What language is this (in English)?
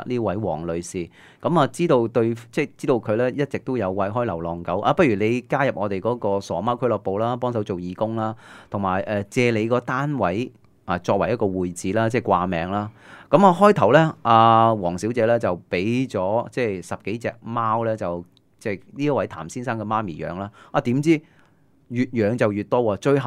Cantonese